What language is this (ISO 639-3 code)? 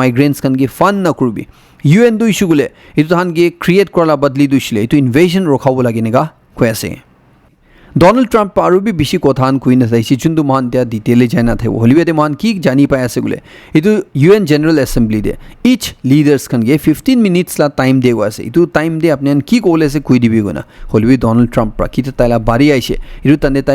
nag